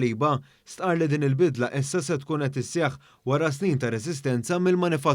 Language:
Maltese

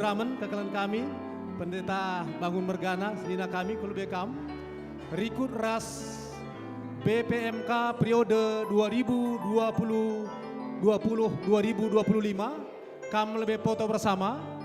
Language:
Batak Karo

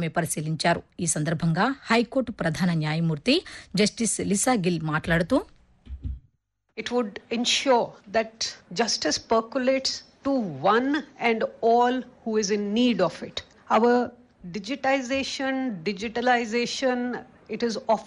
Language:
Telugu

